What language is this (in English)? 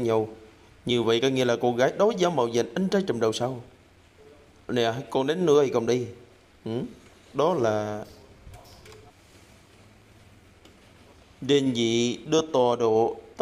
Vietnamese